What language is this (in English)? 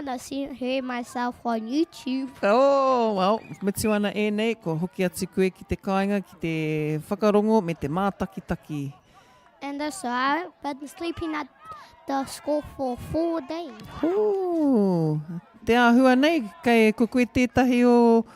Māori